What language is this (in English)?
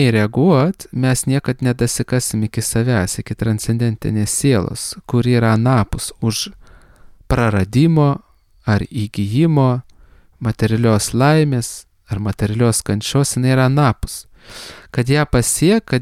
Lithuanian